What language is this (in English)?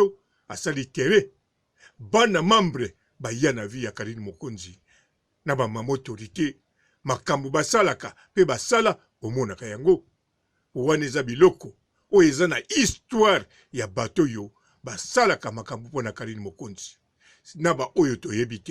Lingala